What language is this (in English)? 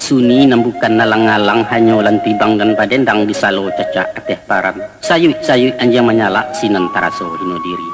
Minangkabau